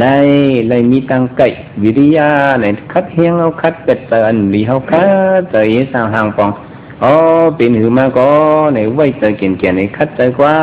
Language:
Shan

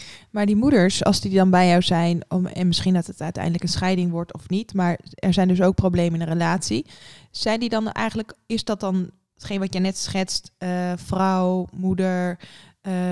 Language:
Dutch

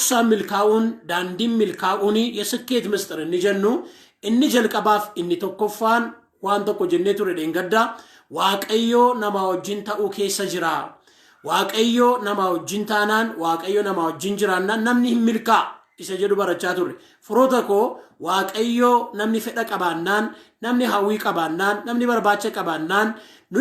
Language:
Oromo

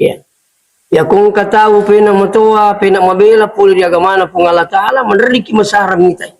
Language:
Buginese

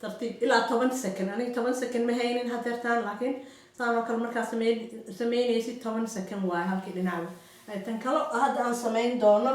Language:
Somali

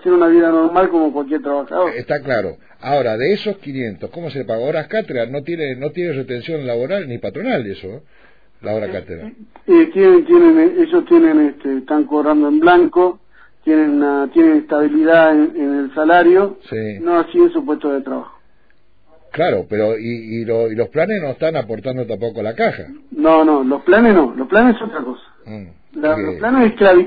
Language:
Spanish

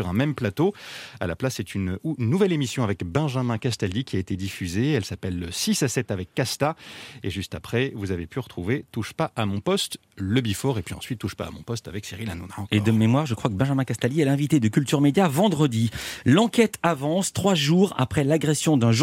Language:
French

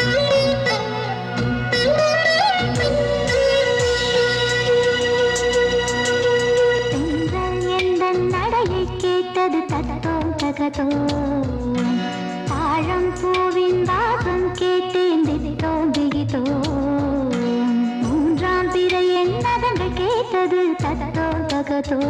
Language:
Tamil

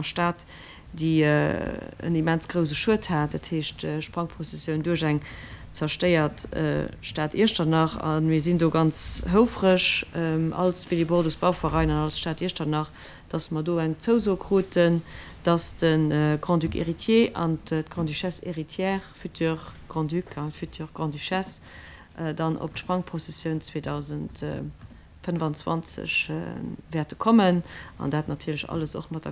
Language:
Luxembourgish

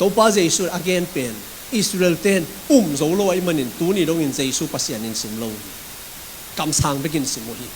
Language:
Tedim Chin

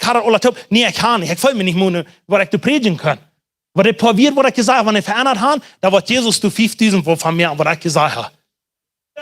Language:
Plautdietsch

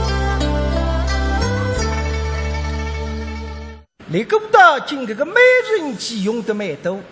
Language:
Wu Chinese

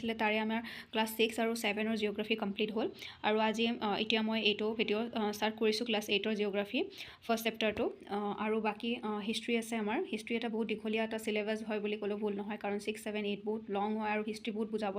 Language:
Assamese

